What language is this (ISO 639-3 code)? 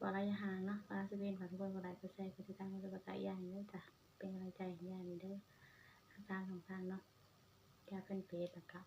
tts